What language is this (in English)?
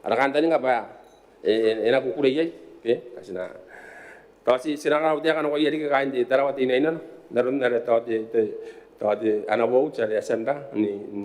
Gilbertese